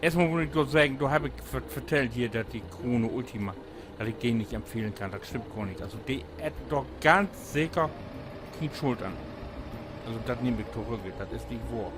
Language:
Low German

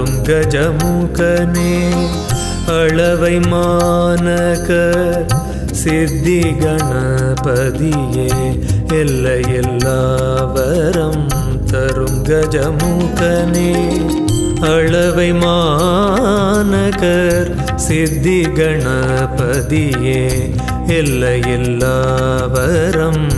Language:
Tamil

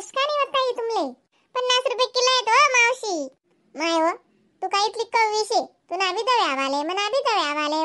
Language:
Khandesi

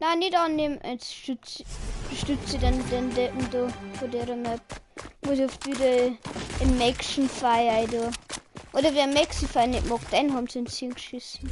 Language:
Bavarian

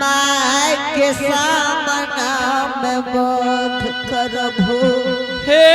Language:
Angika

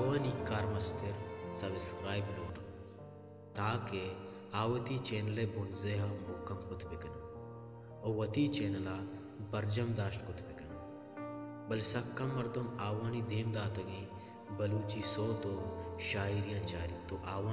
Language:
Baluchi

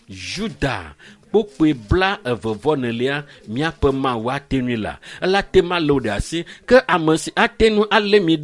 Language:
Ewe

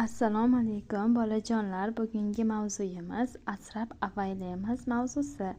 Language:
Uzbek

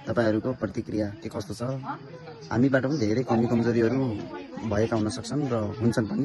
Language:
Nepali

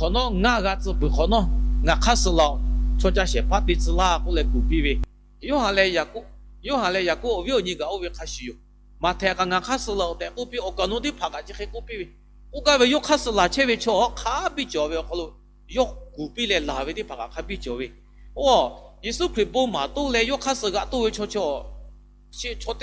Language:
Lahu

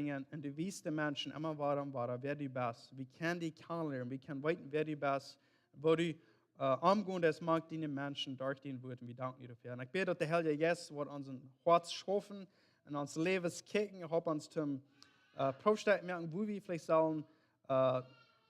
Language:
Plautdietsch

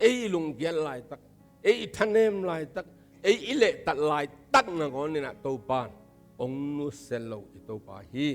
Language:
Tedim Chin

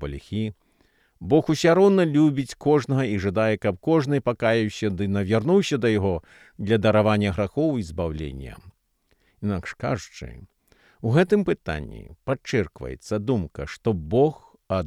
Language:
Belarusian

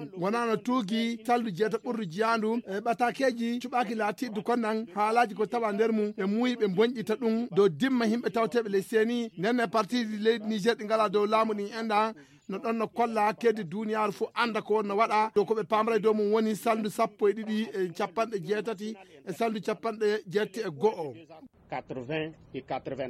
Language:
Fula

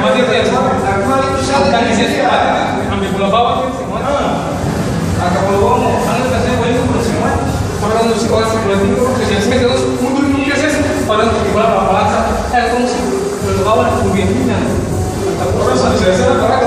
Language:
Ambonese Malay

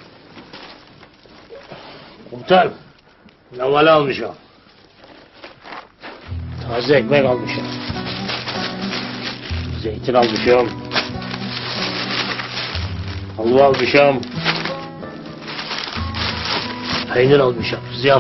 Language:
Turkish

